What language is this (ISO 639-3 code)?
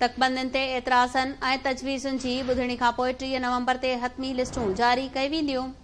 snd